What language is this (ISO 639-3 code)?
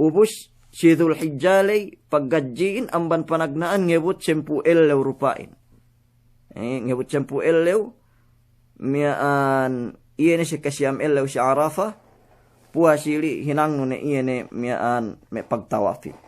yka